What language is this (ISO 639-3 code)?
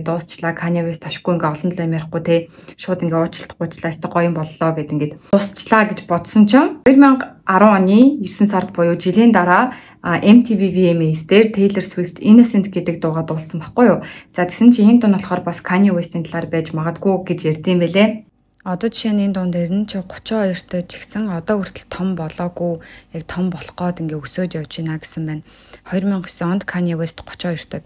mon